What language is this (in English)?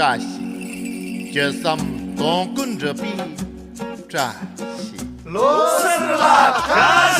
Tibetan